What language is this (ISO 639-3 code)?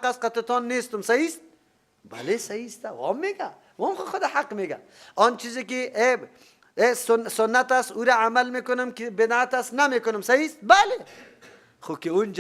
fas